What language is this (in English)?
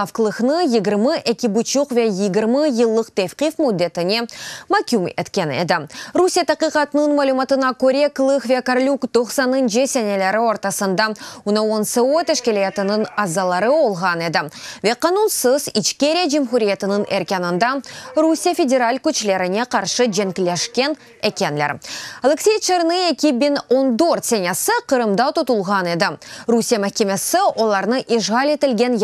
Crimean Tatar